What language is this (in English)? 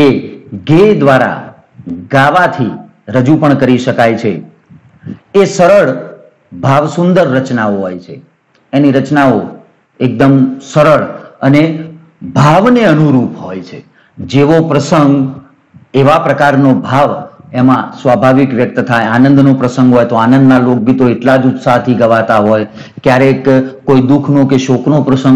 Gujarati